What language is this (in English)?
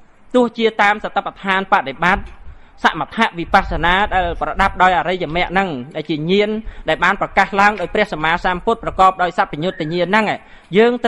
Khmer